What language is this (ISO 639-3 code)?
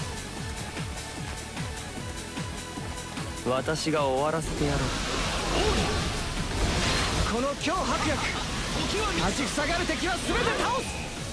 jpn